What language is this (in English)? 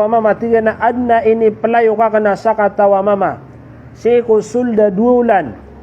Maranao